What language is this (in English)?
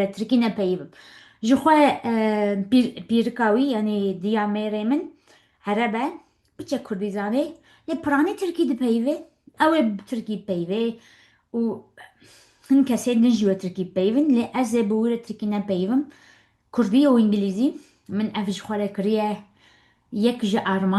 Kurdish